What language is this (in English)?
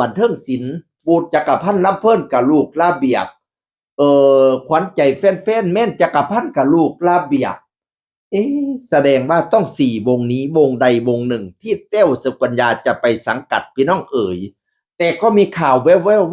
Northeastern Thai